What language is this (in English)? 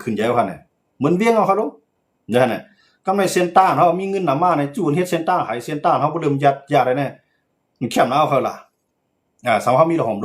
Shan